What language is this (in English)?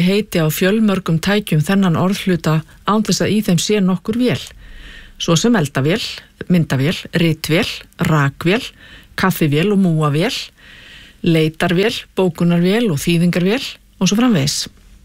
Icelandic